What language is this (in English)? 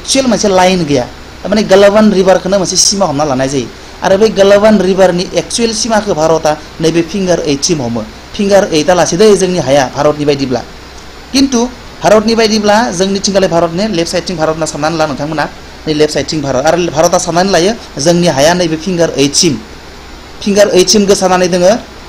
Bodo